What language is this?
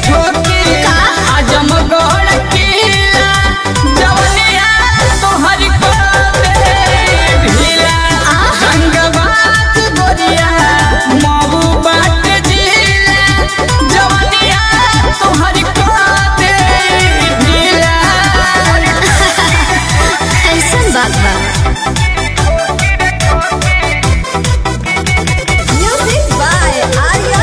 Bhojpuri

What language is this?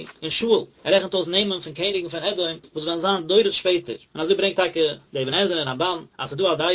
Yiddish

